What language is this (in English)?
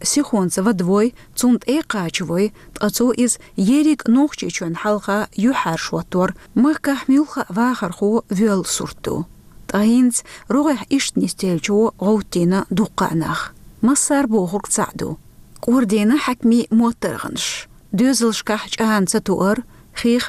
Chechen